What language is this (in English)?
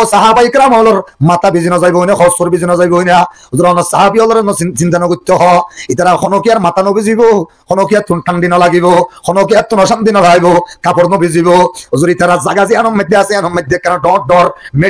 Rohingya